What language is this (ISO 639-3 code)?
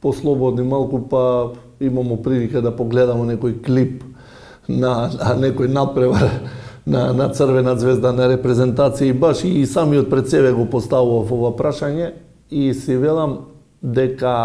mkd